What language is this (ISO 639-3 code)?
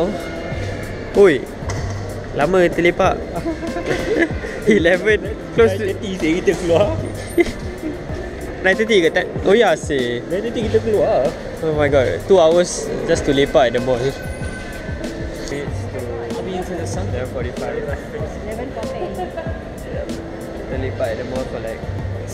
msa